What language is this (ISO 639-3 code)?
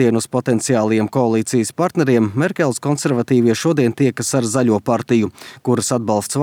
lav